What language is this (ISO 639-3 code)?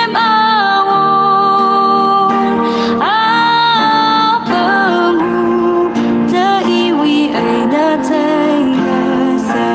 nmf